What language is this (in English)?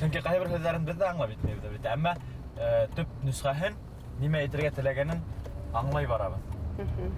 Bashkir